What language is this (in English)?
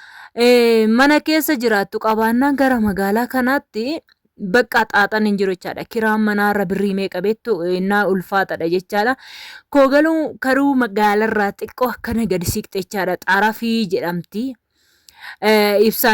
Oromo